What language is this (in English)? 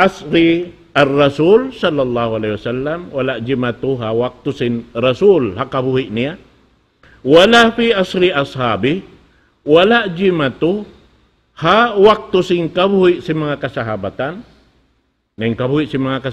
Tausug